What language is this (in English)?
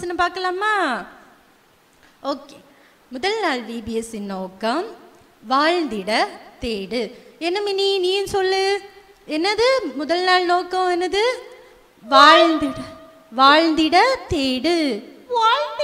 Tamil